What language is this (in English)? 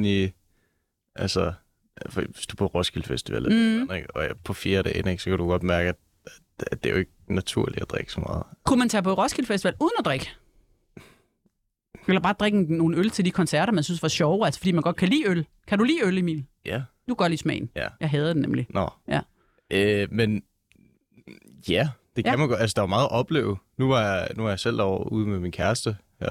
Danish